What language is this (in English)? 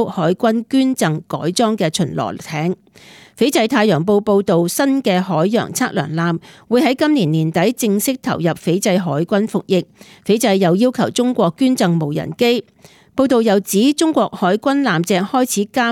Cantonese